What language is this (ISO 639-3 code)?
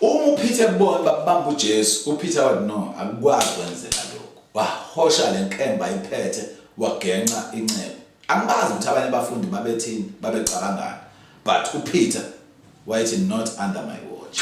zul